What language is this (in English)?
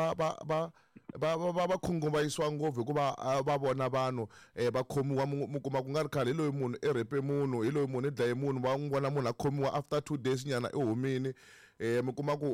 Tsonga